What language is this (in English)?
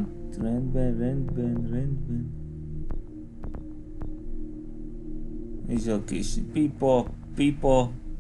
Hungarian